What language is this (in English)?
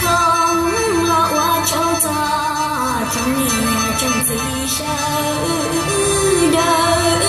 Hmong